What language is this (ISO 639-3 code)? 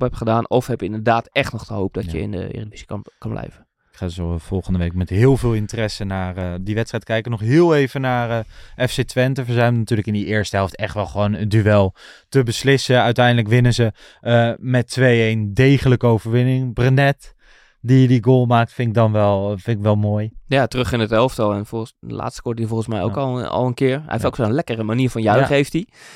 nld